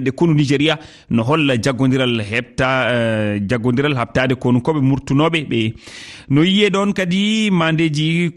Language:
Fula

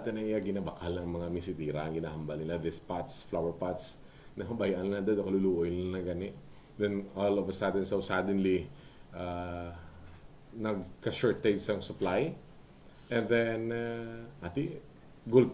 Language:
Hiligaynon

